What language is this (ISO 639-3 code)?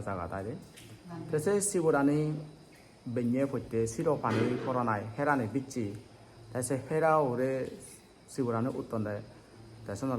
ccp